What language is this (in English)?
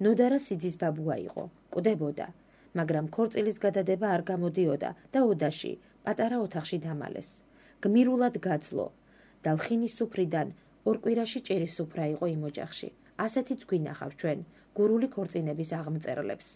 Georgian